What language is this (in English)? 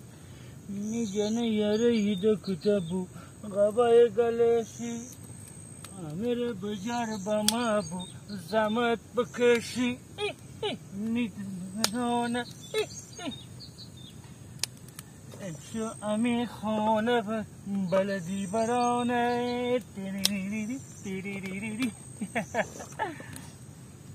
Persian